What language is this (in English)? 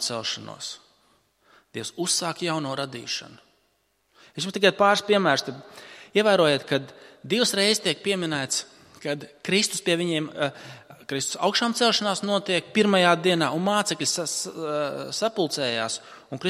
Latvian